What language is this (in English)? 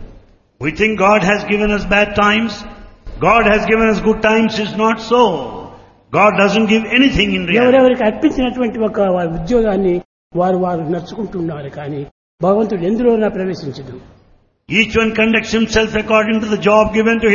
Telugu